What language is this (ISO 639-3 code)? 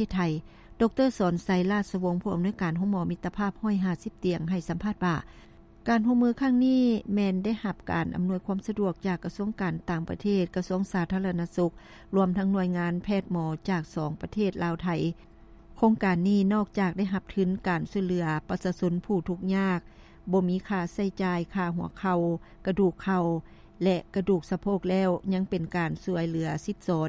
lao